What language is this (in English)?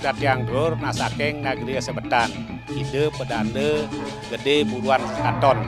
Balinese